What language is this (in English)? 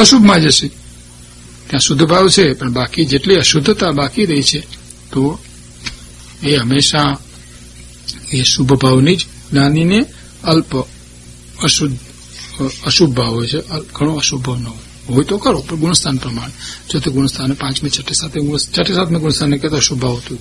Gujarati